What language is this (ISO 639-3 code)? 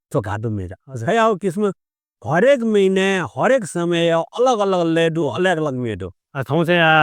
new